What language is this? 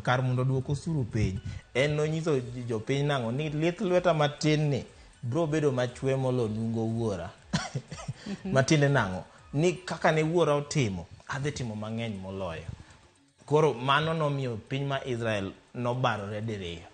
Luo (Kenya and Tanzania)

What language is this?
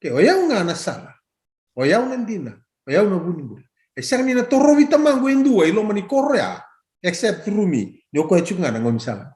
Fijian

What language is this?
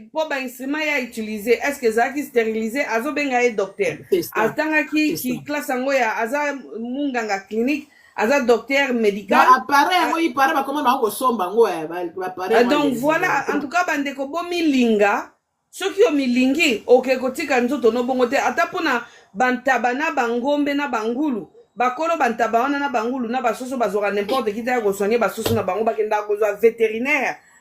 Lingala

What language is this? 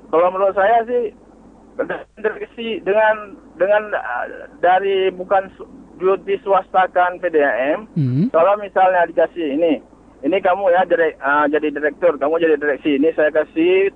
Indonesian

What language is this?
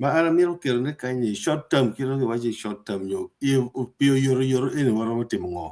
Acoli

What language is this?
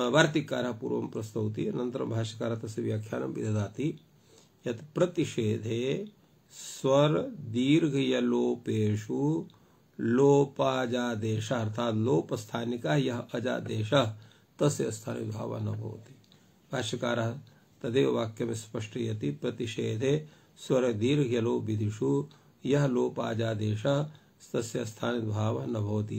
Sanskrit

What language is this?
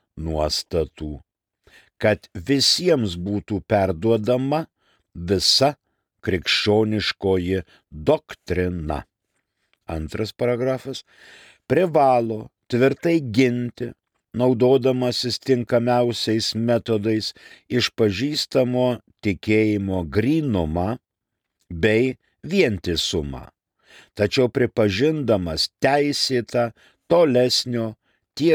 Lithuanian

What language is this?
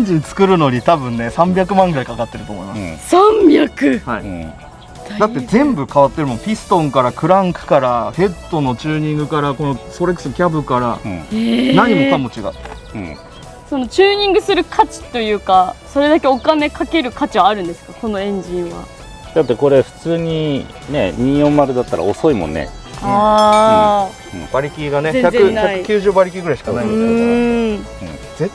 Japanese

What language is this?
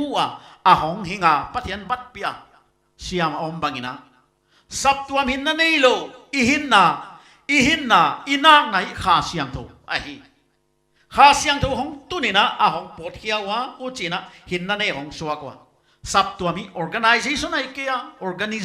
Paite Chin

